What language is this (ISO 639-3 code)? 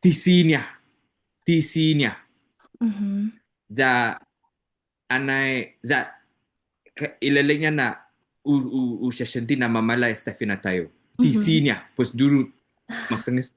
cha